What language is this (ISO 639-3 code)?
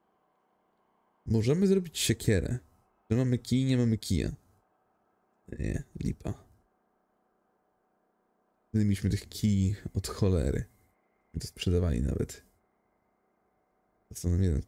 pol